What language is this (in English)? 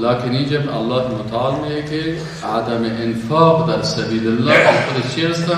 Persian